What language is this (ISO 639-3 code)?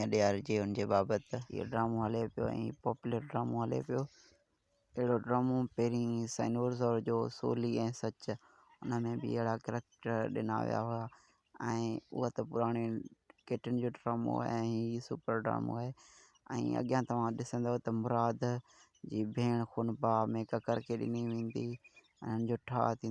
snd